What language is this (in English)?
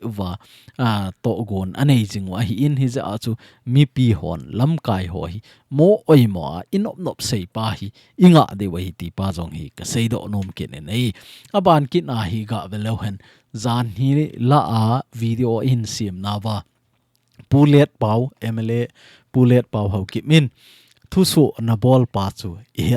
Thado Chin